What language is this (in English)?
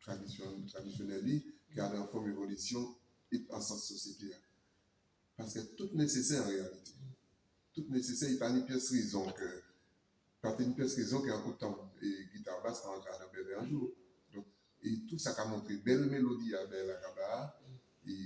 Guadeloupean Creole French